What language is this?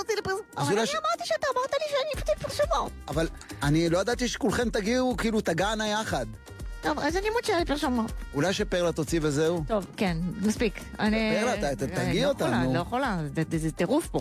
Hebrew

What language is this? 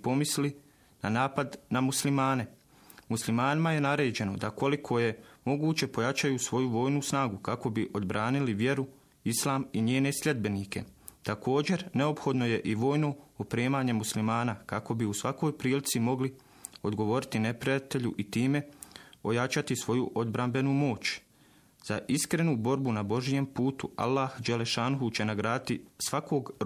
Bosnian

